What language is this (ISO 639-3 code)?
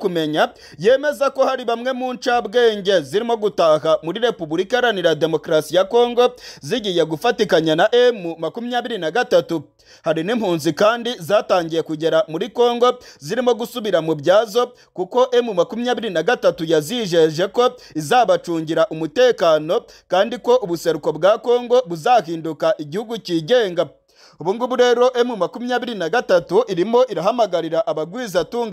kin